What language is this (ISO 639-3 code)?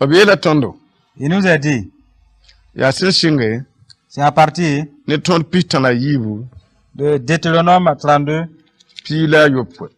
mos